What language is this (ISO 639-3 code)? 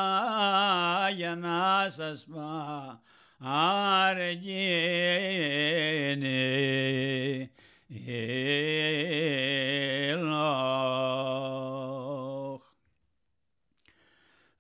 ell